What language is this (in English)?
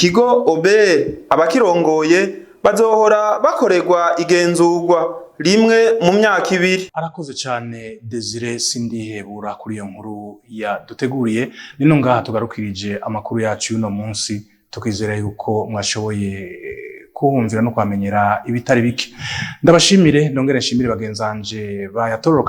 Rundi